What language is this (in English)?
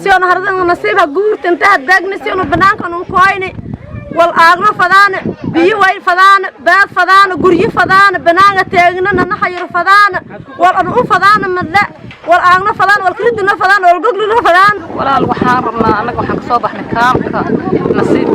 Somali